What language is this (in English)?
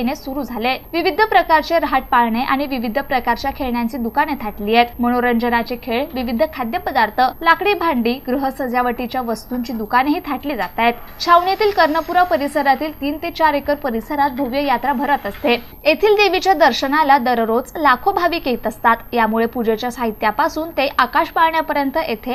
Marathi